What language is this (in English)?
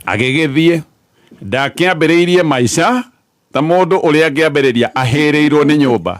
Kikuyu